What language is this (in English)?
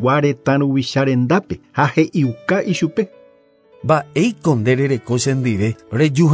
Guarani